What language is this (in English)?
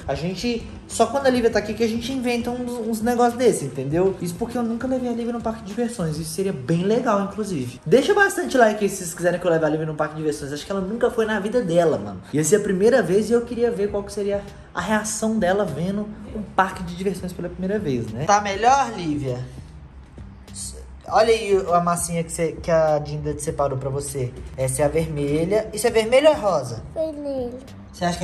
Portuguese